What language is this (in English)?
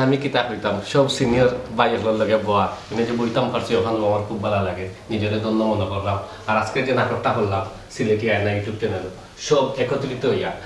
Sylheti